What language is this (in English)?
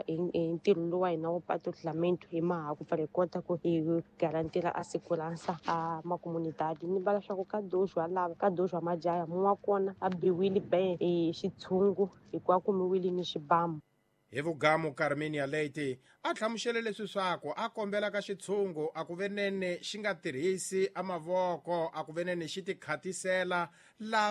Tsonga